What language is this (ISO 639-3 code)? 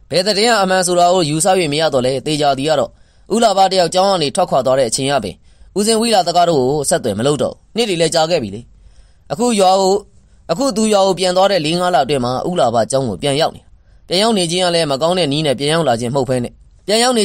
mya